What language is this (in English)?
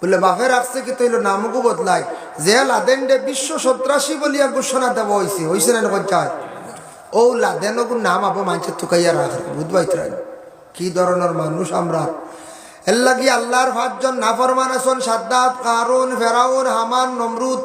Sylheti